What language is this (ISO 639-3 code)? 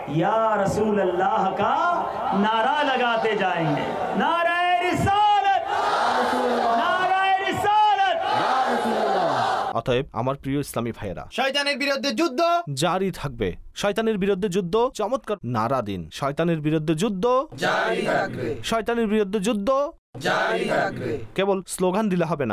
ben